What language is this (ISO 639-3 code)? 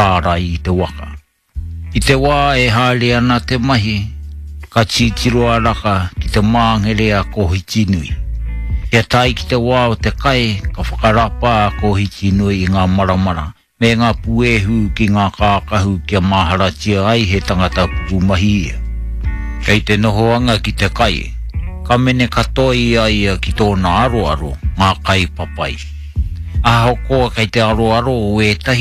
mri